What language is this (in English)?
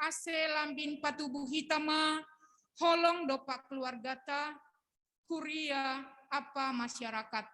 Batak Simalungun